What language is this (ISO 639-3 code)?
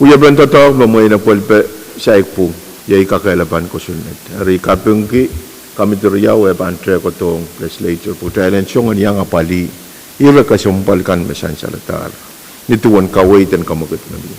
pon